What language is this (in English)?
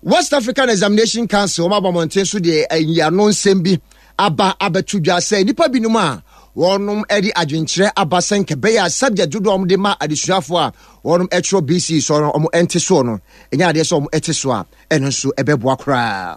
Akan